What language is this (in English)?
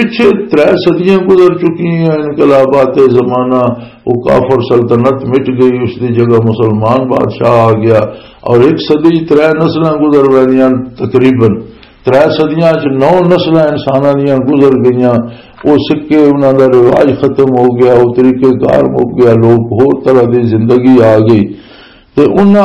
Western Panjabi